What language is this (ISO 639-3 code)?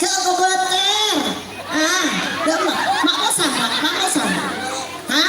mad